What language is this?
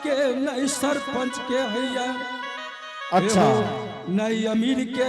Angika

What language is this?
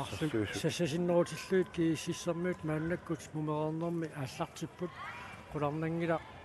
Kalaallisut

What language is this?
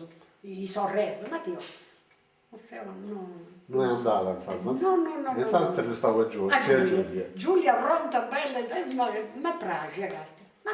Sardinian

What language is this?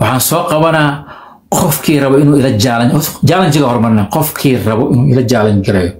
Somali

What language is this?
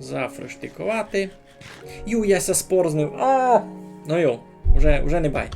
Rusyn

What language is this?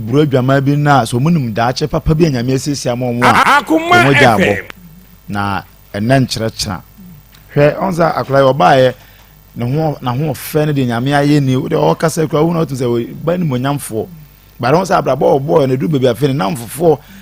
Akan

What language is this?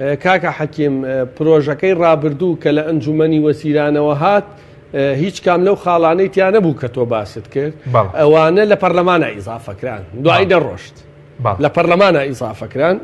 Central Kurdish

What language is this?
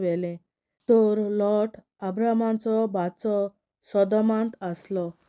Konkani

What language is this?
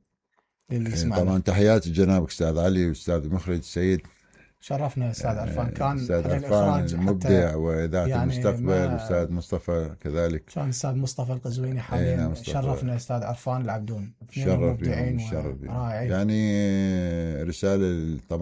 Mesopotamian Arabic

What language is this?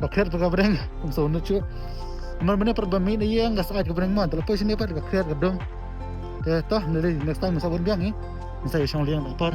Khasi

